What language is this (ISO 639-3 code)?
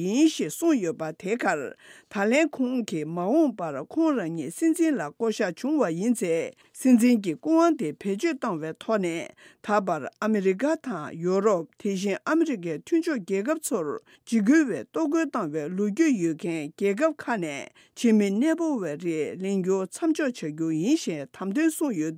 bod